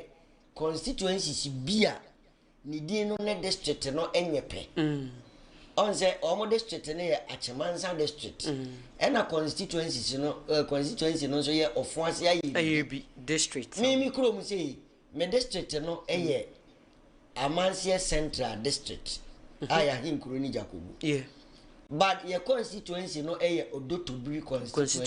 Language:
Akan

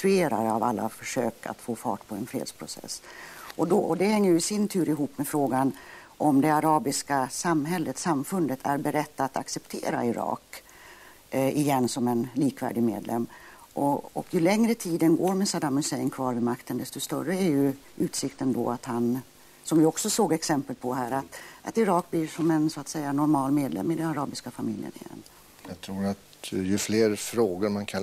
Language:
Swedish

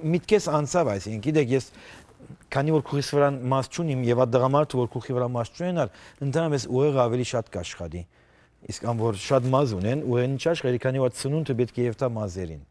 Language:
Western Armenian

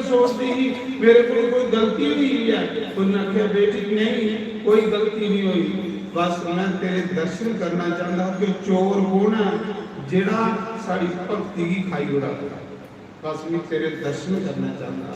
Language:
Dogri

